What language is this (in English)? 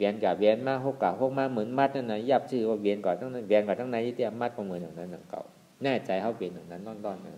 Shan